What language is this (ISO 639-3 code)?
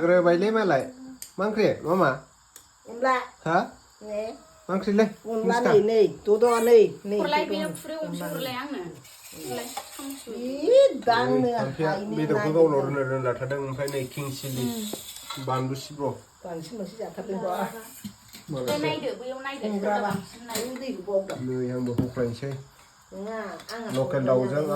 brx